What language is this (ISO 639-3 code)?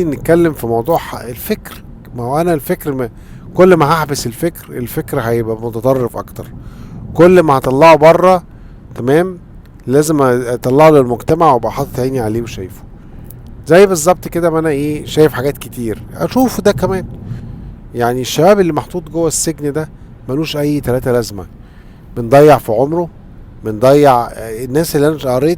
arz